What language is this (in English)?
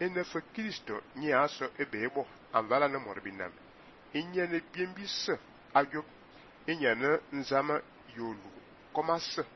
Fang